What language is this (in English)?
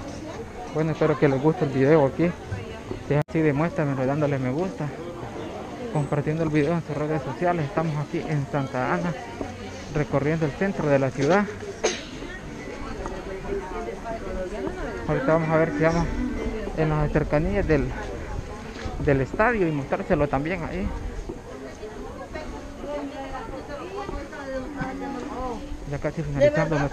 Spanish